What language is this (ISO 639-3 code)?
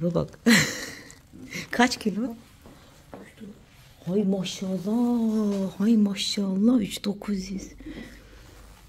tur